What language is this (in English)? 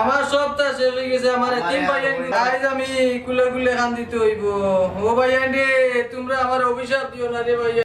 Sylheti